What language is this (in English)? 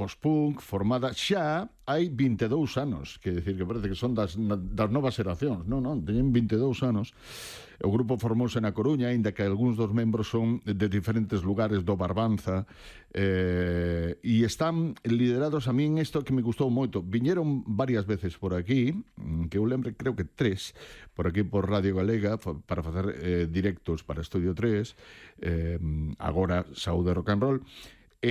Galician